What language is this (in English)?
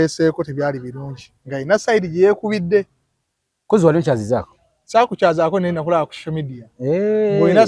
Ganda